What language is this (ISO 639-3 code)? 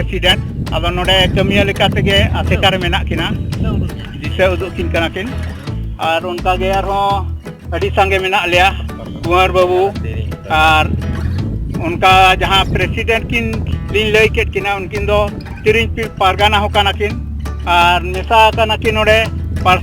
sat